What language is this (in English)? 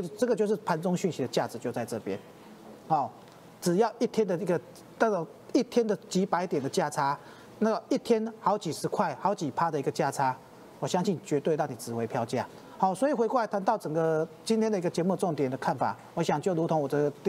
Chinese